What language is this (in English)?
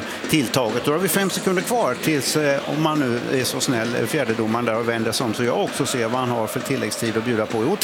Swedish